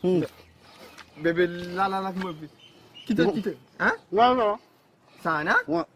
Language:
Morisyen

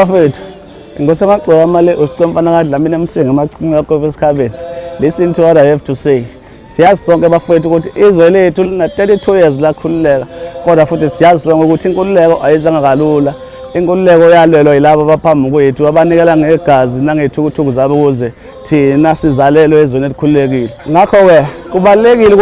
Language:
Zulu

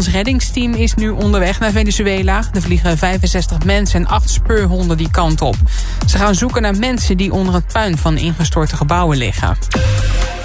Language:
Dutch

